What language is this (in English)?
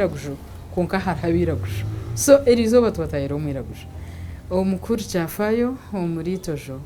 Nyankole